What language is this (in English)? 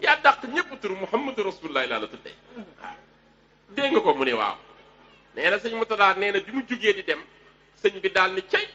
Wolof